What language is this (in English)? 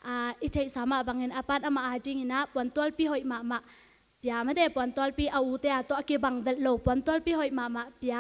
Tedim Chin